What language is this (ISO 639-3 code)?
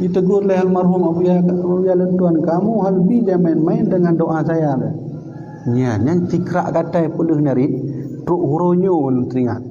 ace